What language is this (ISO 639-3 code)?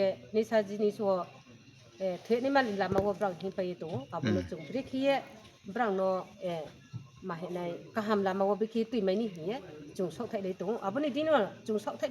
ria